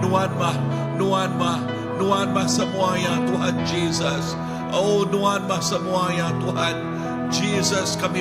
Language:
Iban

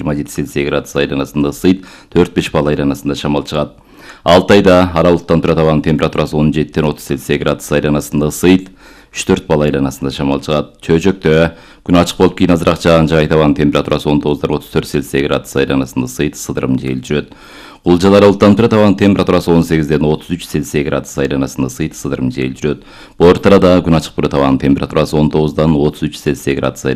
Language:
Kyrgyz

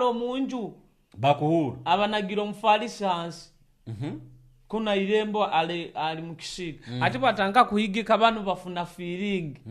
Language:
Nyoro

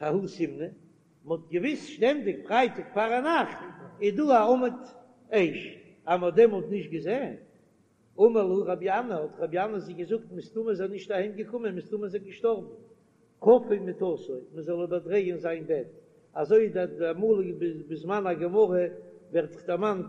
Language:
Yiddish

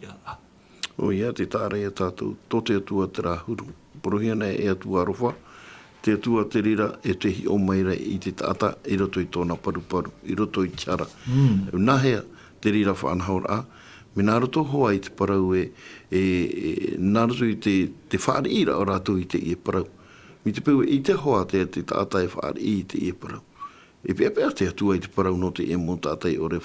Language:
Tahitian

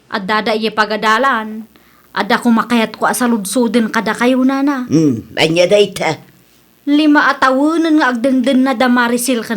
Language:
Iloko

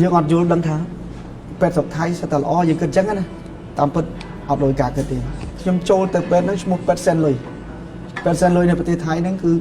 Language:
Khmer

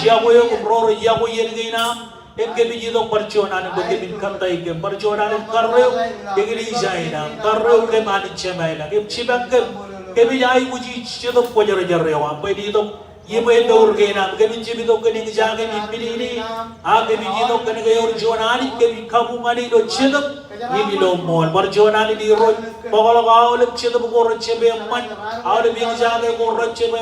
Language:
Marshallese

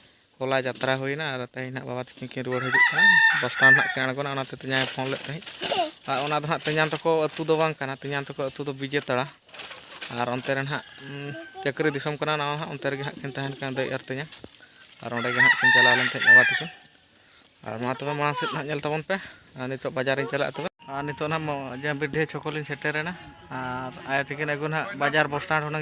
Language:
Santali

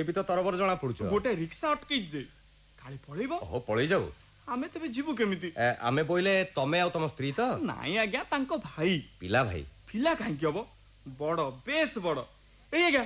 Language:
Odia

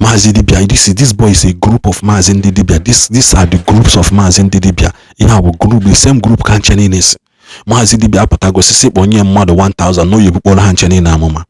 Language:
Igbo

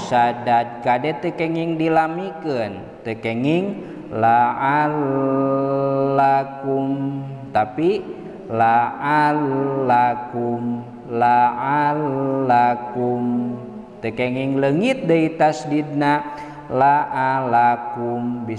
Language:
Sundanese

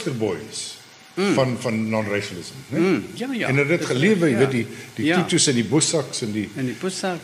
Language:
Afrikaans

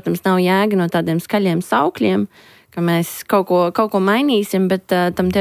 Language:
Latvian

